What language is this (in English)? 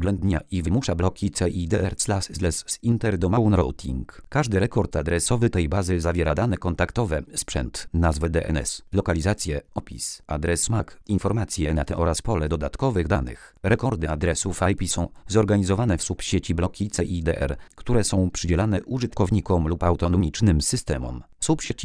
Polish